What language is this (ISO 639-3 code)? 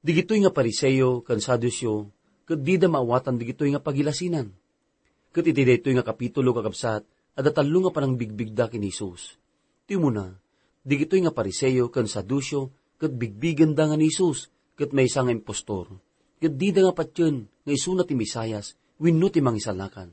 ilo